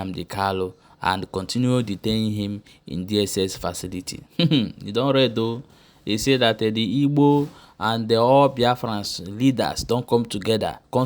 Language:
Igbo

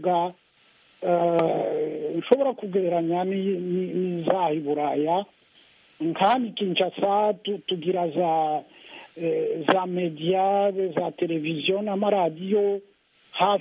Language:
Kinyarwanda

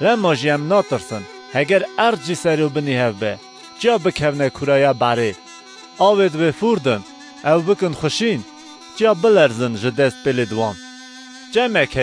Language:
Kurdish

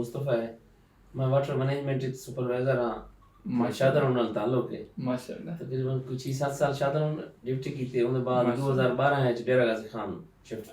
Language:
Saraiki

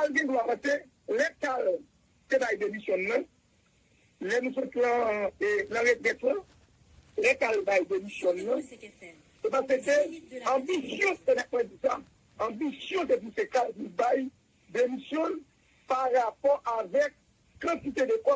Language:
Haitian Creole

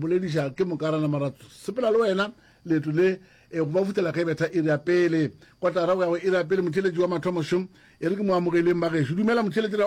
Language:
Northern Sotho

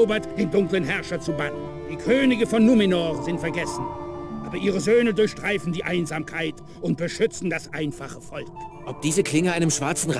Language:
Bavarian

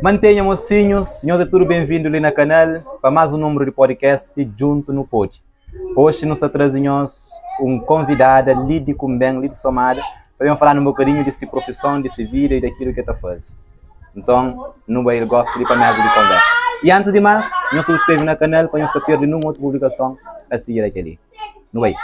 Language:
Kabuverdianu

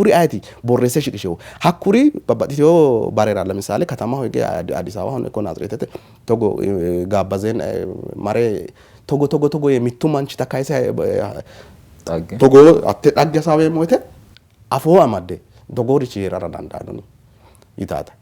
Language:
Sidamo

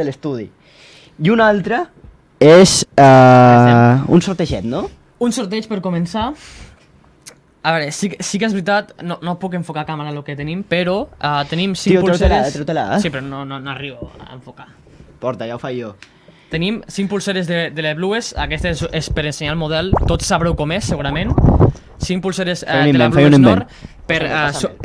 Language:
Catalan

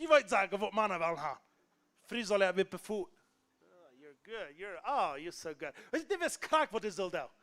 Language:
Plautdietsch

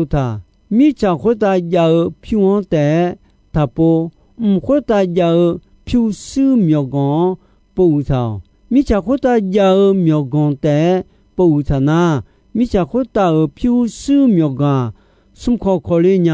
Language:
Akha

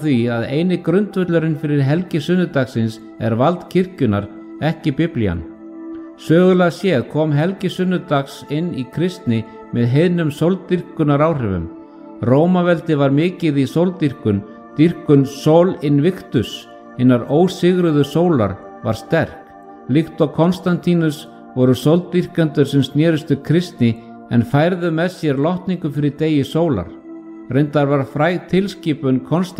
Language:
Icelandic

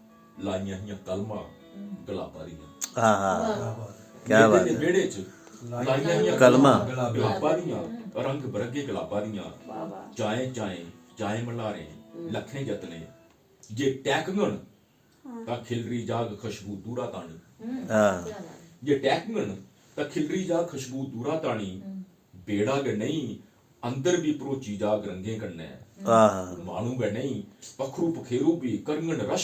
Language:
Dogri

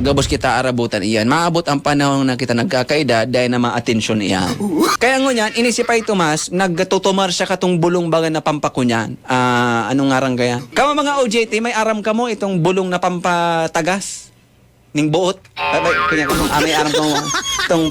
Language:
Bikol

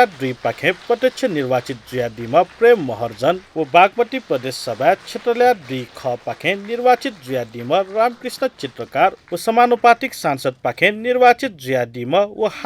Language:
Newari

